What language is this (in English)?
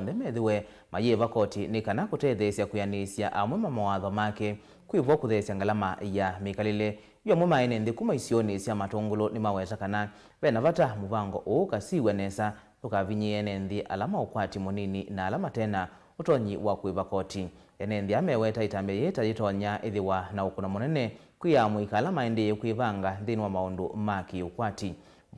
Kamba